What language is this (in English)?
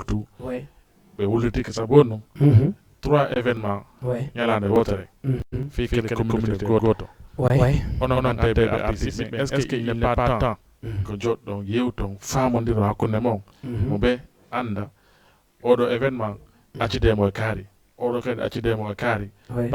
Fula